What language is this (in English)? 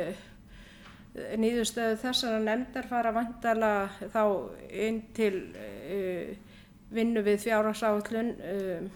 Icelandic